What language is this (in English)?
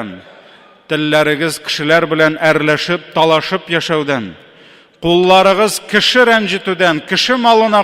Tatar